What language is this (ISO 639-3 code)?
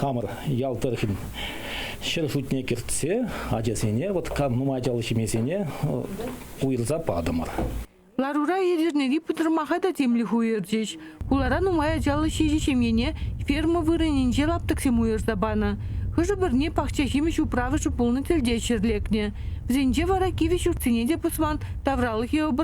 chv